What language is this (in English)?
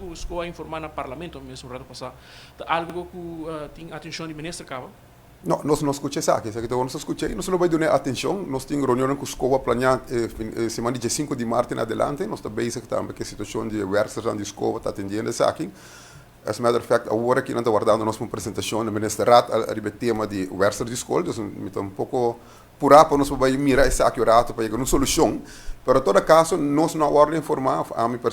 Papiamento